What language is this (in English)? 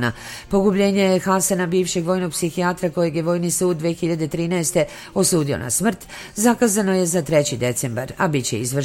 Serbian